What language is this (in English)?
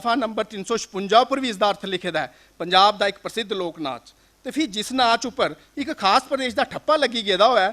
Dogri